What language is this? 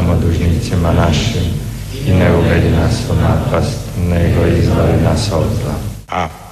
Croatian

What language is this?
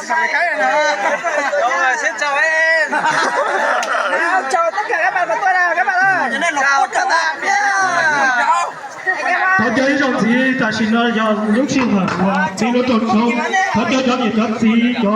Hmong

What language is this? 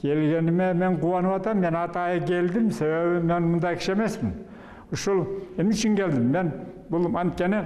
Kyrgyz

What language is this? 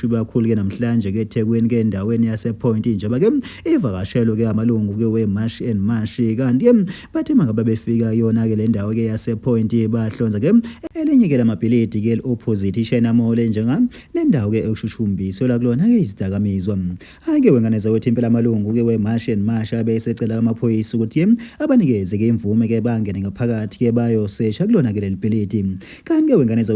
Zulu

